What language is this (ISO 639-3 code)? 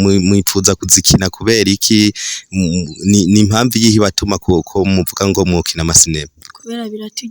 run